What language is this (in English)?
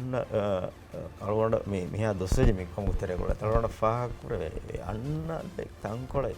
Divehi